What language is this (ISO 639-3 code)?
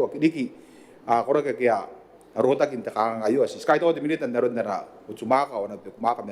gil